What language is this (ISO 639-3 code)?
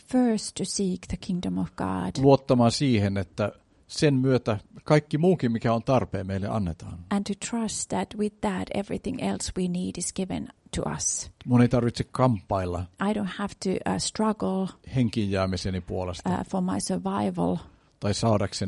fin